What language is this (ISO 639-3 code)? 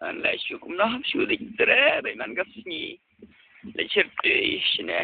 kha